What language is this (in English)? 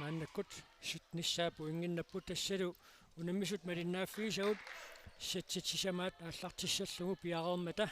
Kalaallisut